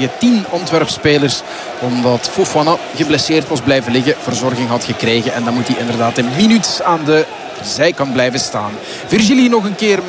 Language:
Dutch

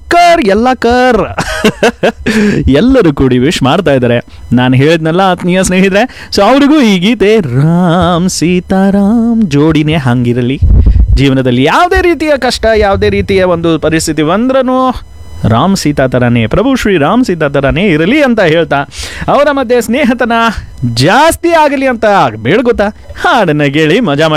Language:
Kannada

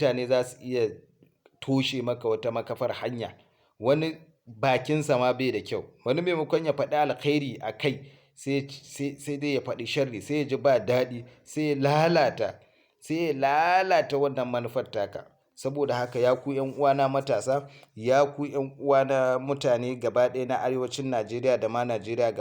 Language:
Hausa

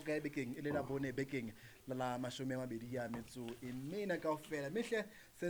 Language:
Southern Sotho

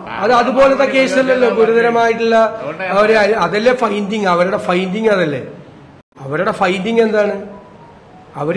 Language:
Malayalam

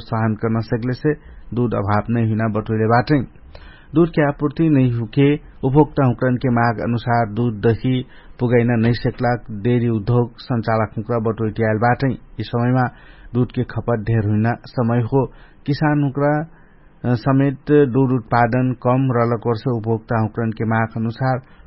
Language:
Dangaura Tharu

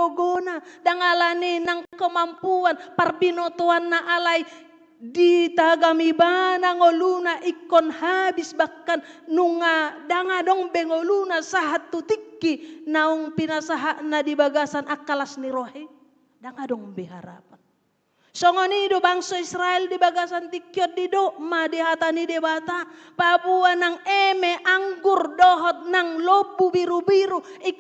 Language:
Batak Toba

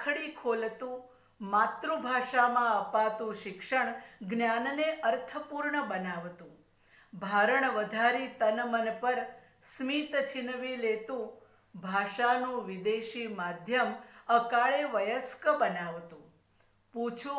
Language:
Gujarati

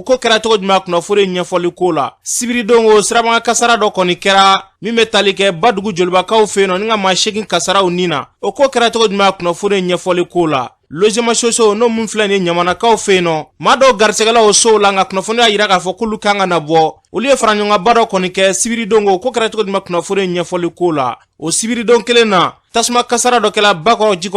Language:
Bambara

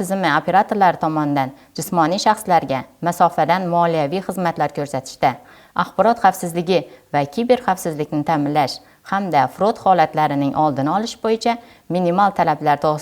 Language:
Uzbek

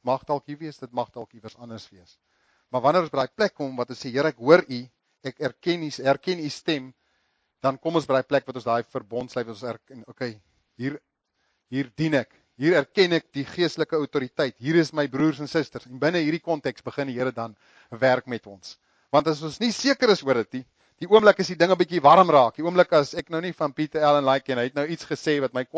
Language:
Afrikaans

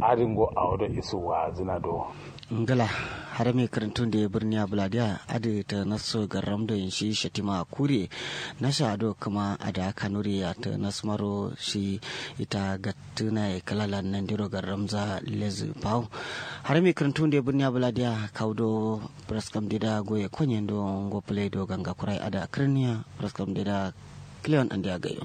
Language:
Kanuri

